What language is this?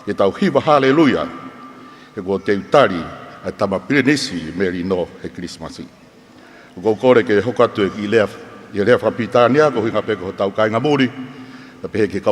Tongan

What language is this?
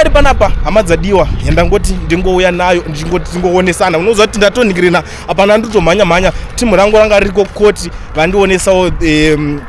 Shona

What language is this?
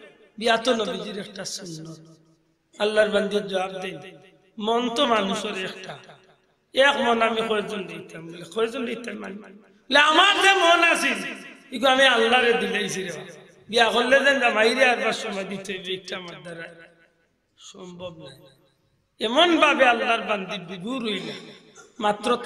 Sylheti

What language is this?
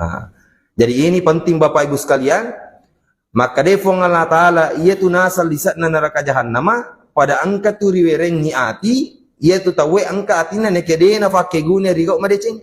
Buginese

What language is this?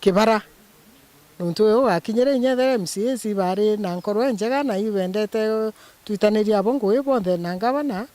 Meru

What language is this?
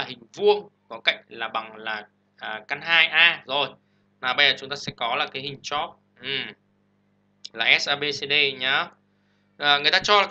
Vietnamese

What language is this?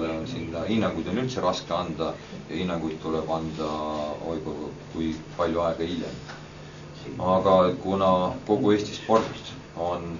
Estonian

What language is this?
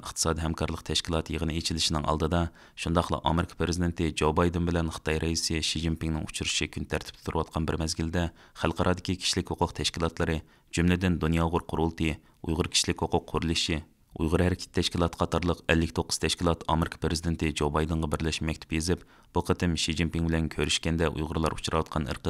Uyghur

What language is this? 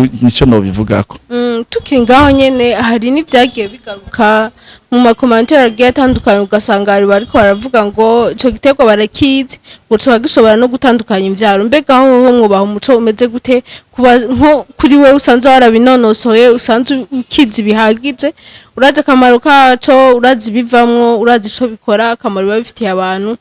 Rundi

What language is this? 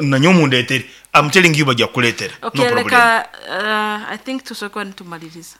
Nyankole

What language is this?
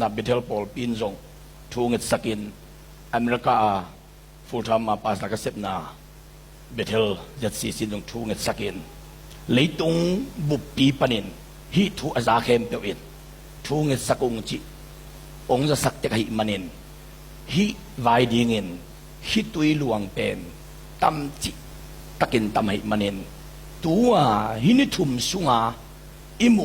Tedim Chin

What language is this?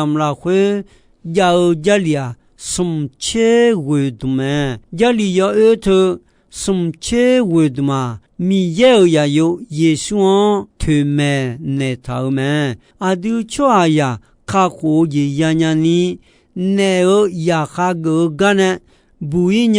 Akha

